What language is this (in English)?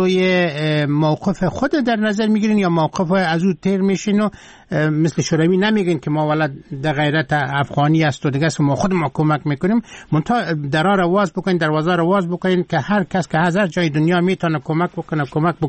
Persian